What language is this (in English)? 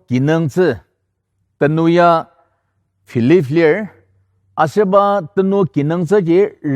Ao Naga